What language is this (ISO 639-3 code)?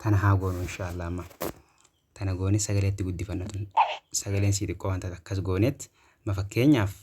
orm